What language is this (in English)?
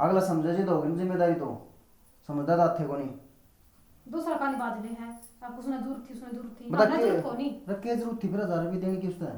Haryanvi